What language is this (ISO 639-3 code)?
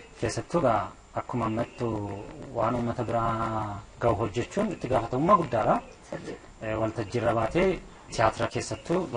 orm